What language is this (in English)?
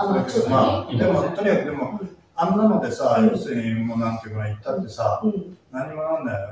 Japanese